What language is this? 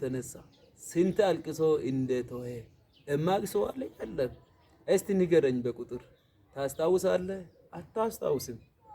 Amharic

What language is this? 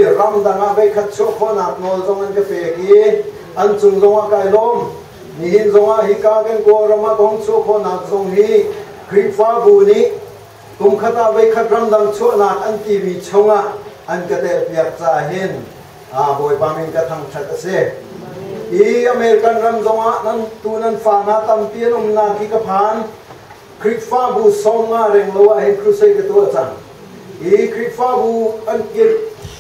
Hakha Chin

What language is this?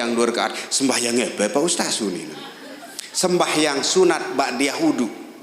Sasak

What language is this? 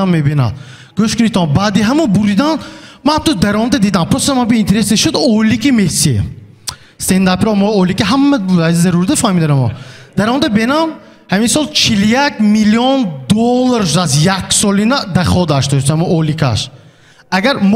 Tajik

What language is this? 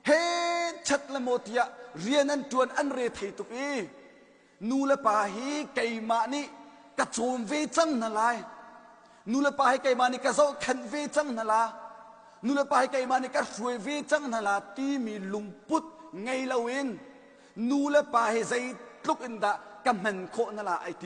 Hakha Chin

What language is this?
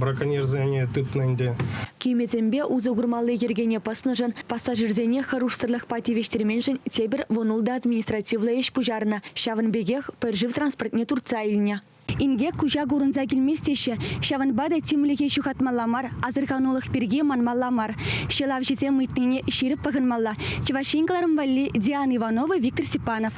Chuvash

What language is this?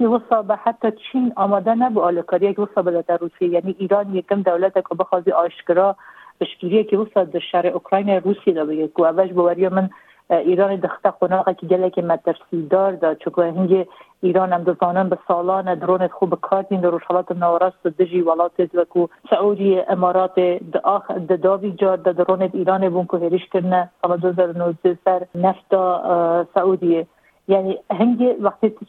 Kurdish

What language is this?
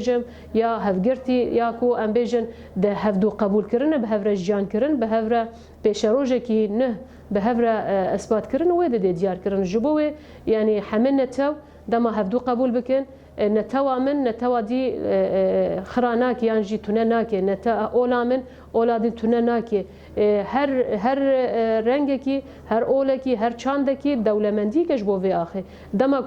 Kurdish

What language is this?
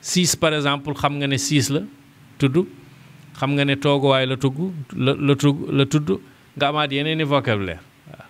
Wolof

